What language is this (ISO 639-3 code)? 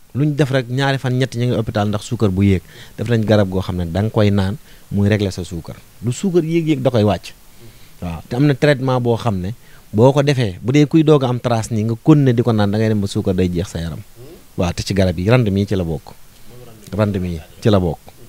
wol